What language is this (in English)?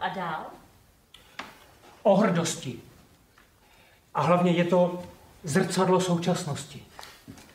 Czech